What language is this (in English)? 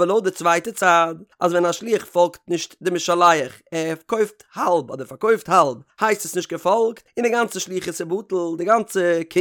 Yiddish